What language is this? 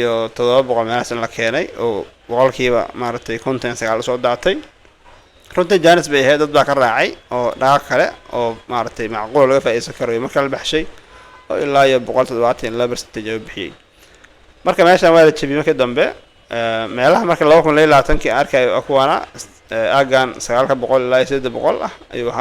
Somali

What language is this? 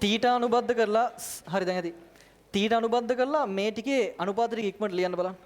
Sinhala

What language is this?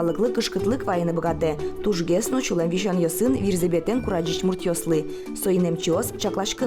Udmurt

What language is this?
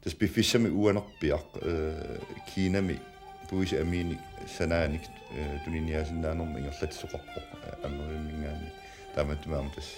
Kalaallisut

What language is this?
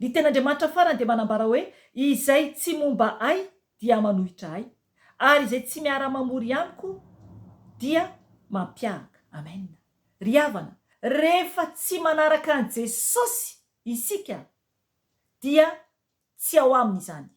Malagasy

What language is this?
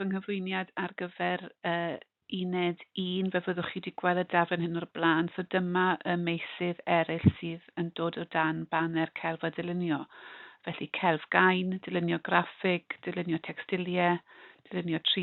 Welsh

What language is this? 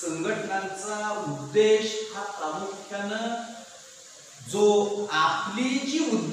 Marathi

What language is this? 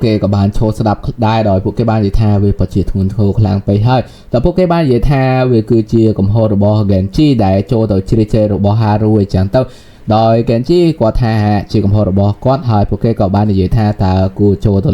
Khmer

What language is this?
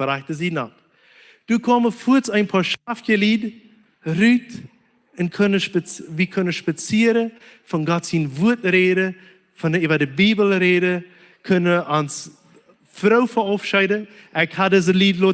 Plautdietsch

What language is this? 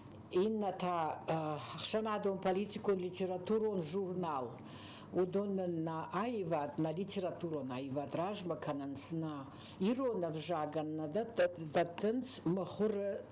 Ossetic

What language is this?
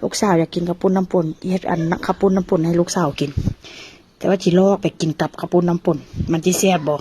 Northeastern Thai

